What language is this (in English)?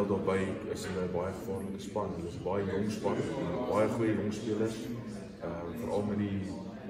Afrikaans